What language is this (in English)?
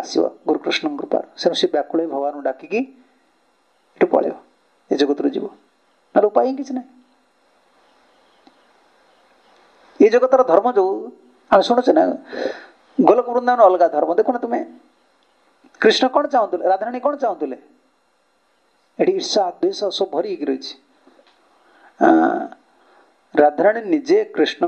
Odia